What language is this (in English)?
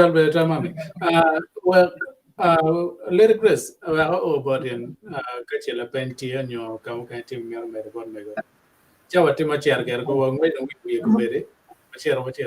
Acoli